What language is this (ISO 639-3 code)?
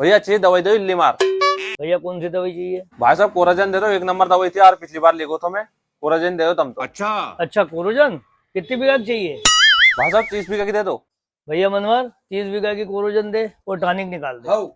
raj